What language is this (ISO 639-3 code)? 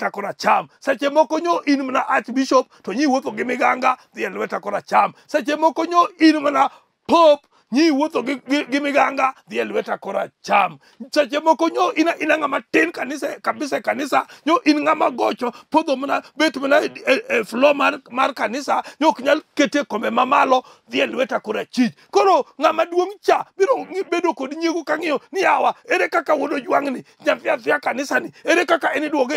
luo